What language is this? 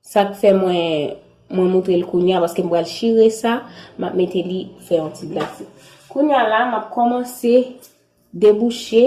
Haitian Creole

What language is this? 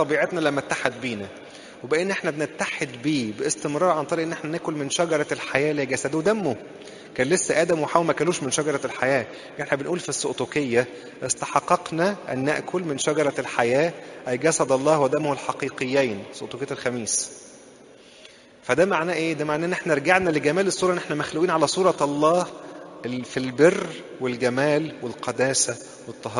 Egyptian Arabic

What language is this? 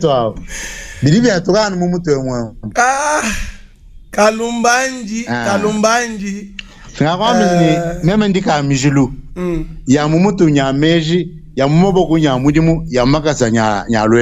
Luba-Lulua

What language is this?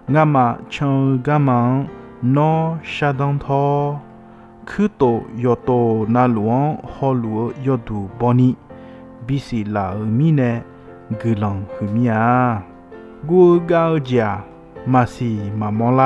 Akha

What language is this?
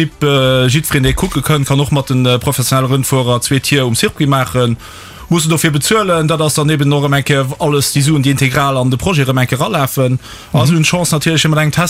Luxembourgish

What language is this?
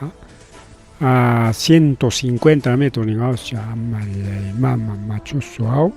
Ayacucho Quechua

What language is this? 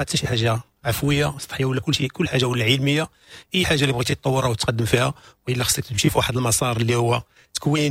Moroccan Arabic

